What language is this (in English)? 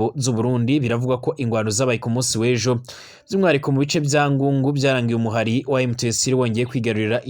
Rundi